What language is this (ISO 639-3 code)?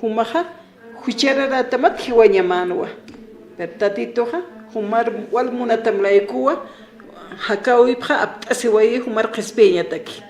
aym